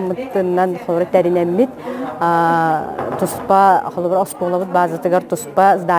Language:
Yakut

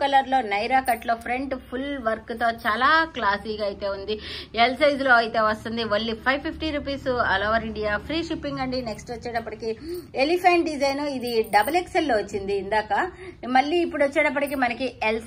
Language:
Telugu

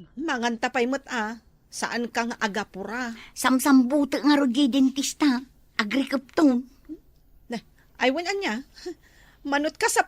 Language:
Iloko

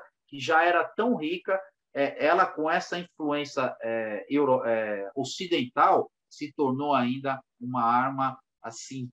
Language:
Portuguese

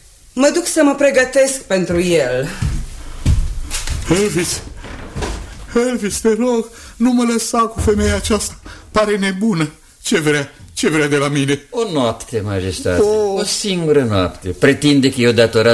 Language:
Romanian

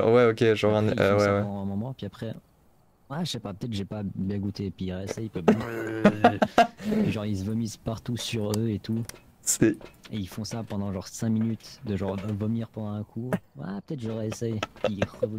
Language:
French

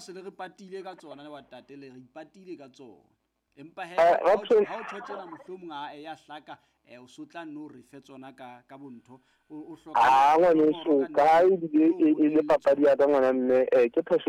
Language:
Southern Sotho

